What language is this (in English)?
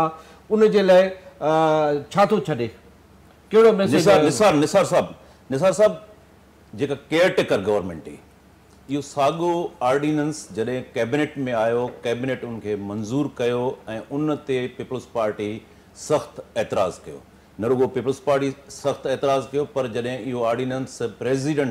Sindhi